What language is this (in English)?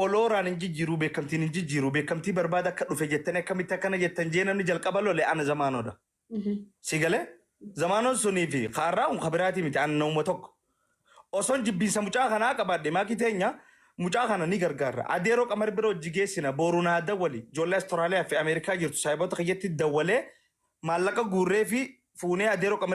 Oromo